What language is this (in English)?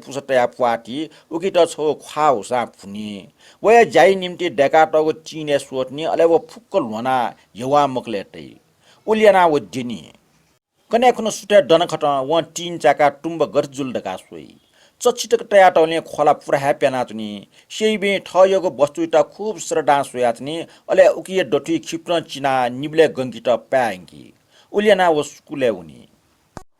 Newari